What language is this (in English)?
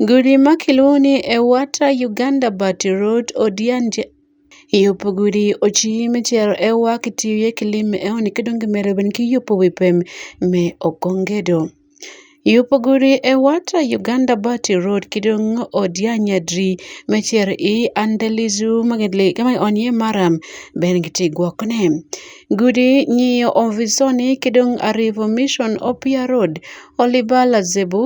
Acoli